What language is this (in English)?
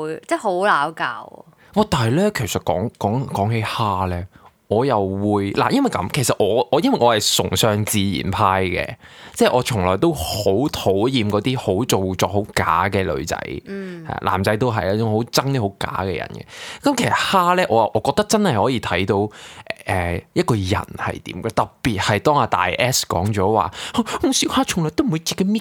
Cantonese